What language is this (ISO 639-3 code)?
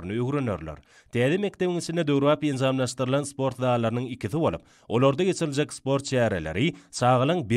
tuk